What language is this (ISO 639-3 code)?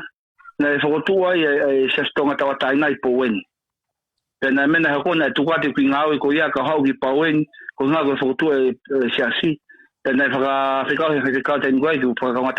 ton